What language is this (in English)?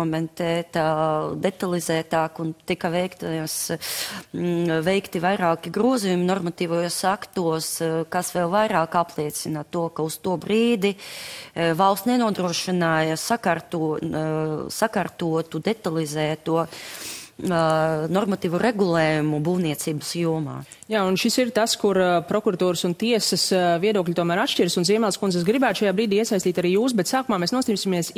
Latvian